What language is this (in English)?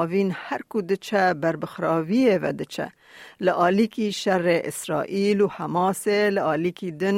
Kurdish